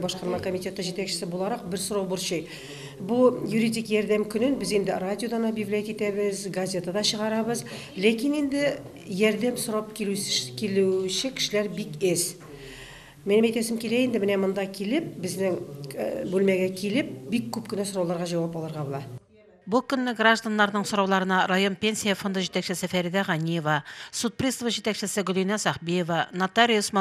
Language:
Tatar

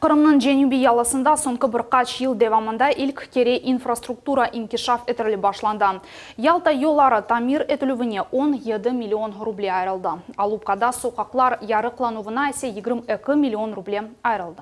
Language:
Crimean Tatar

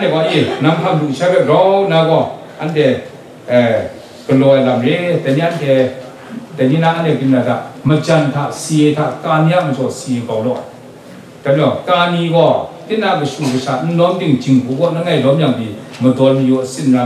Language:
Kachin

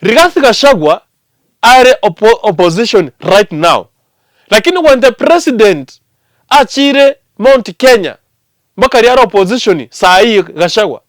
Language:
Gusii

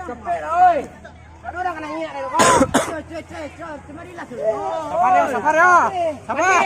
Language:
Minangkabau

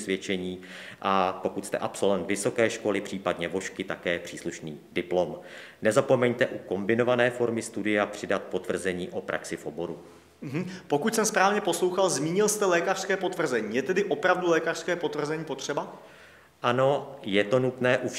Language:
Czech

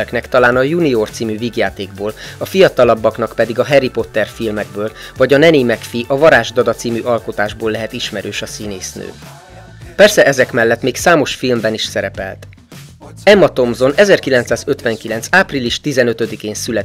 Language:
Hungarian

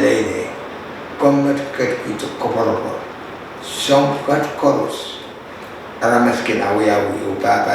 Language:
Pohnpeian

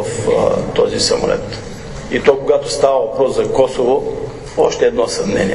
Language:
Bulgarian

